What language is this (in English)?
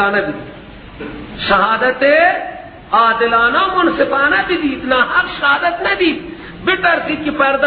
Persian